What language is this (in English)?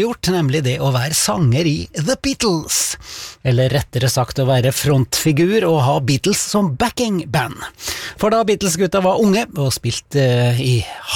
Norwegian